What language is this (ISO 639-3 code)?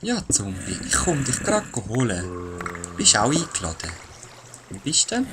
gsw